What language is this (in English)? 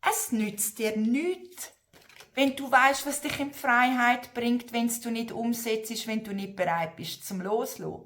Swiss German